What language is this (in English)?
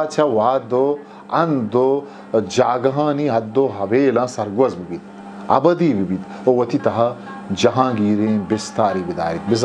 Eastern Balochi